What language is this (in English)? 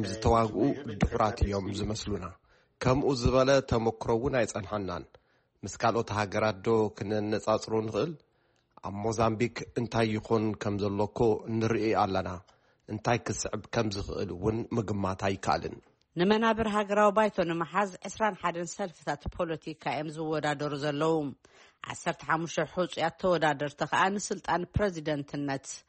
Tigrinya